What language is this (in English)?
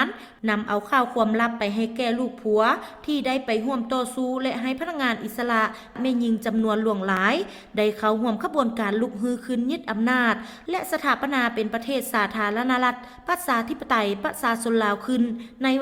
Lao